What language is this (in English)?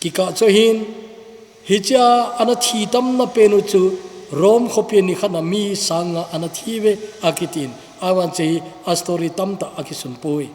Thado Chin